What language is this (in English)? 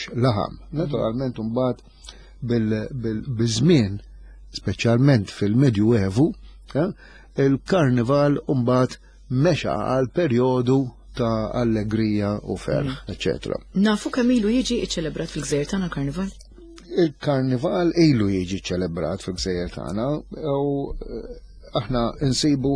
Maltese